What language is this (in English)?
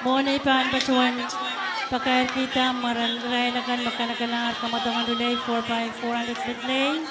Pohnpeian